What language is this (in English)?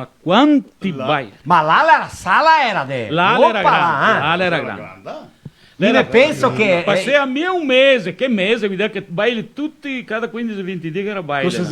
Venetian